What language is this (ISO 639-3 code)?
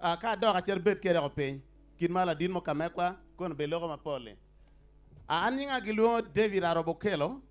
ach